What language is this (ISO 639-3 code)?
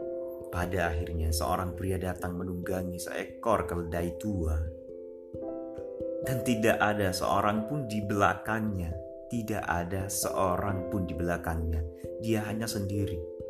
ind